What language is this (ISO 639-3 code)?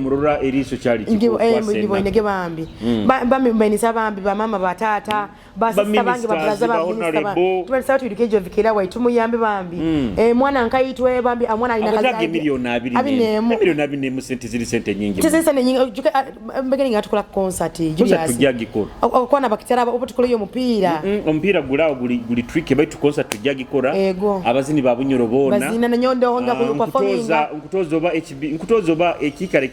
nyo